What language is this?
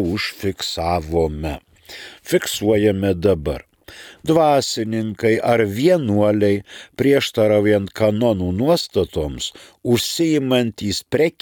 Lithuanian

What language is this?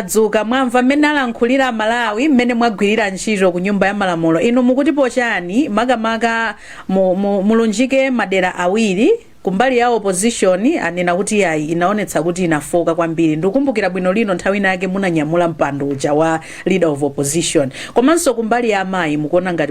Nyanja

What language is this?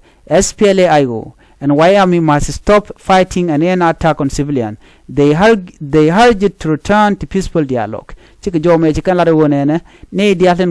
Nuer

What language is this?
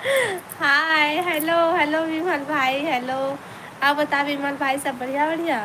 Chhattisgarhi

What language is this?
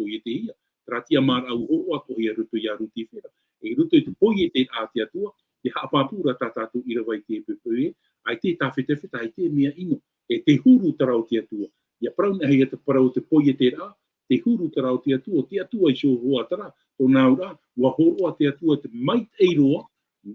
Tahitian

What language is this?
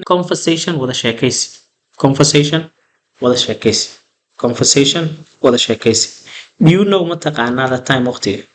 Somali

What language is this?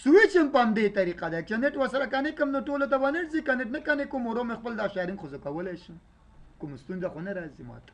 Pashto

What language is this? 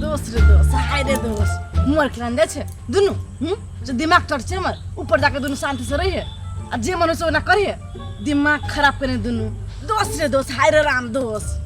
Maithili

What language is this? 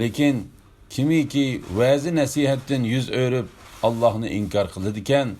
Uyghur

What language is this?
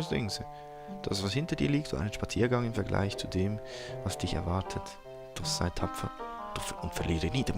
Swiss German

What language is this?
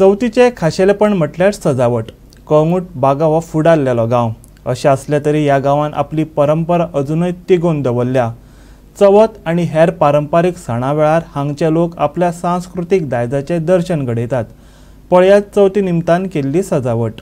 Konkani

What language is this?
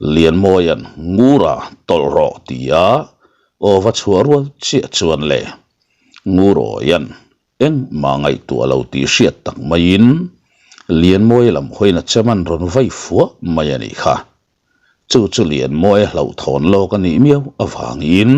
Mizo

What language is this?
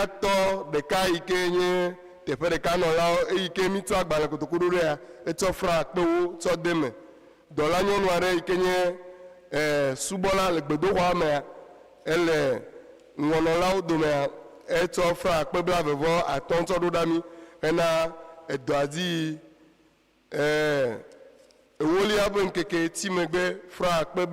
Ewe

